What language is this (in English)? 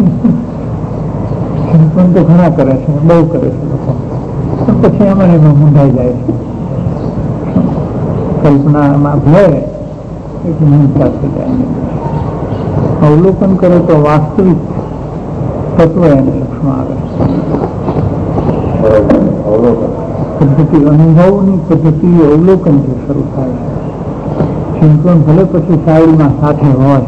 Gujarati